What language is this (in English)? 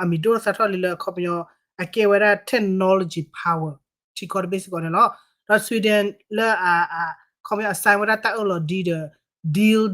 S'gaw Karen